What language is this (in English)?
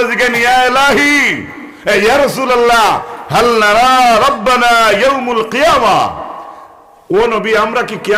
Sylheti